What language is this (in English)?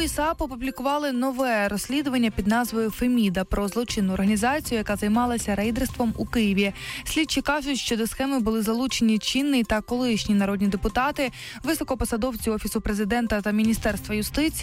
Ukrainian